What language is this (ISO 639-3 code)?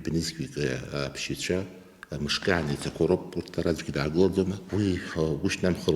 abk